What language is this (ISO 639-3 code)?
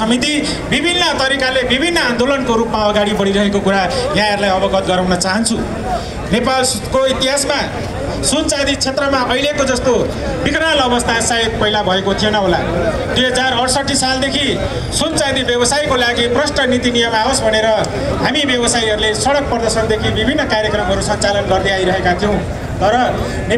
nep